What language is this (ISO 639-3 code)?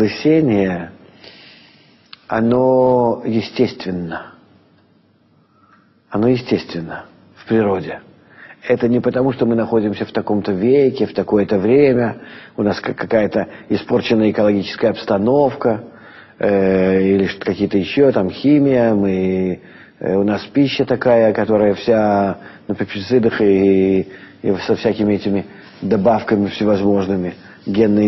rus